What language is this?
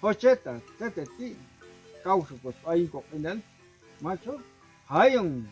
Popti'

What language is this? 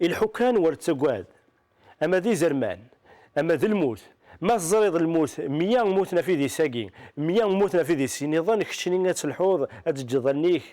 Kabyle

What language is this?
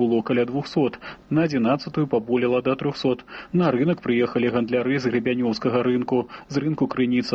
Belarusian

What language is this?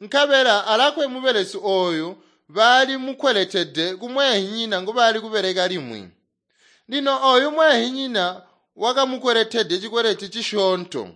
Tonga (Zambia)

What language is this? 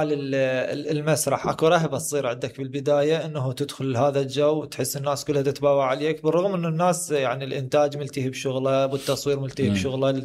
Mesopotamian Arabic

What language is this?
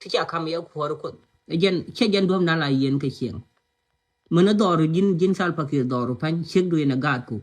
Nuer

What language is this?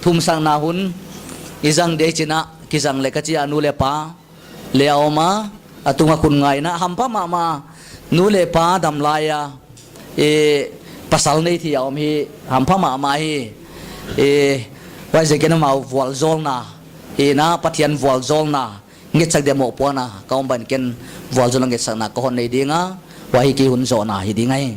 Paite Chin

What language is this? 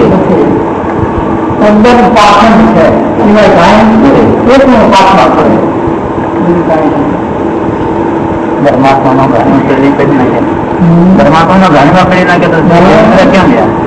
Gujarati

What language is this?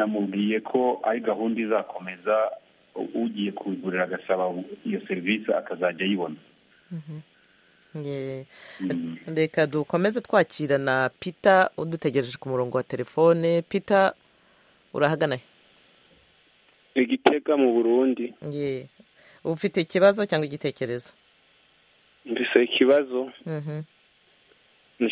Kinyarwanda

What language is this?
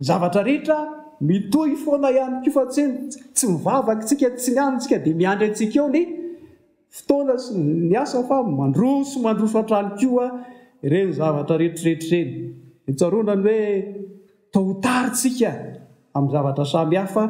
Malagasy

